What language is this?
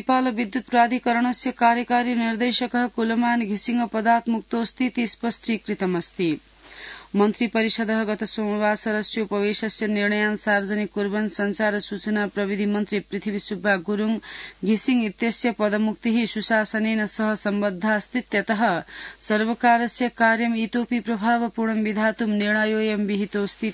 Sanskrit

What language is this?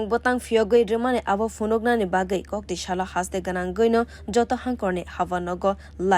Kok Borok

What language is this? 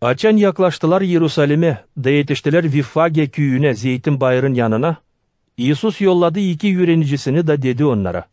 Gagauz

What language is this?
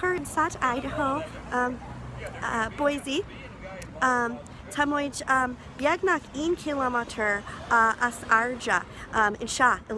Irish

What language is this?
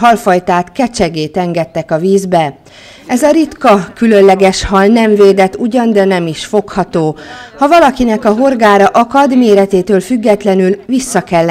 Hungarian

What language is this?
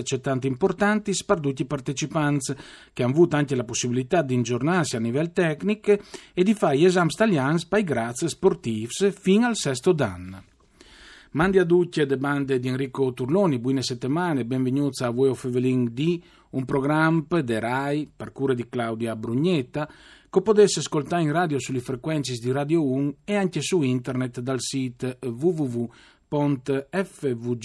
Friulian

